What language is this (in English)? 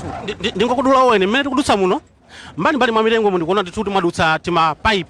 Nyanja